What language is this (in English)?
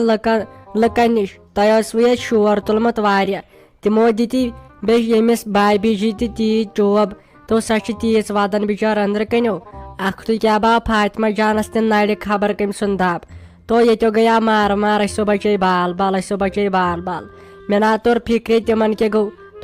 Kashmiri